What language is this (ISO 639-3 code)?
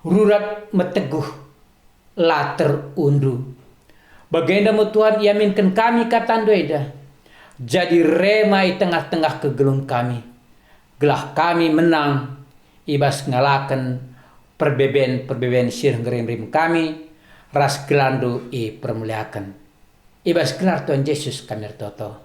btx